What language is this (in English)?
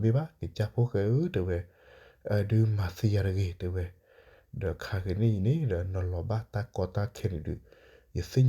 S'gaw Karen